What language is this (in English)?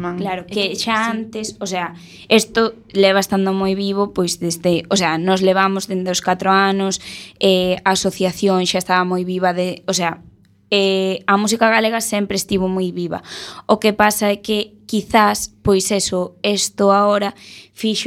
Galician